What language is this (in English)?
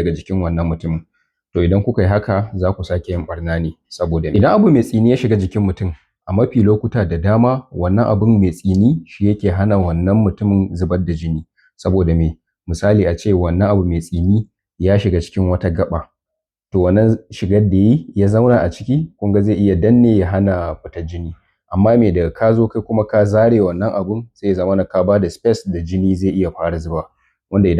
Hausa